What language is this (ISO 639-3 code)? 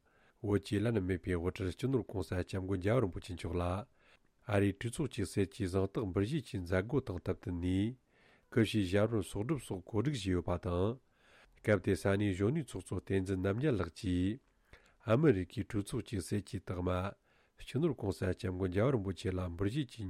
bod